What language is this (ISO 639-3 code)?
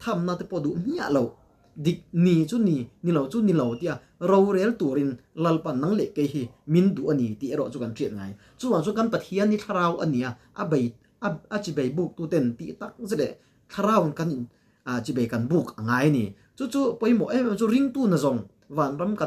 lus